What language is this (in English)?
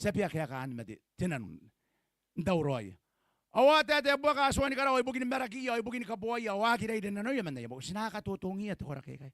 Gilbertese